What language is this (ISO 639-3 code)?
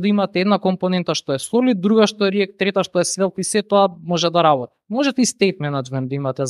mkd